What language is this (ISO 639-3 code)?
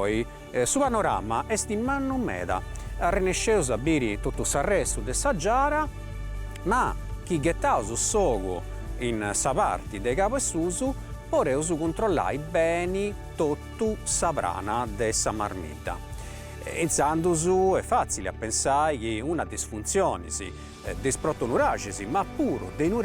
srd